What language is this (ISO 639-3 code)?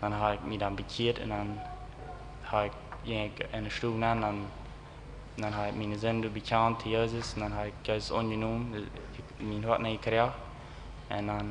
pdt